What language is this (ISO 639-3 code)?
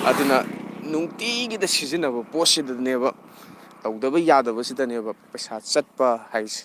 mni